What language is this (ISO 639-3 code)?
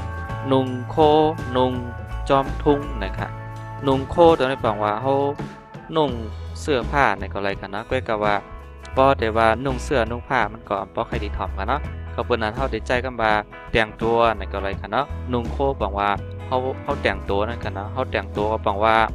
shn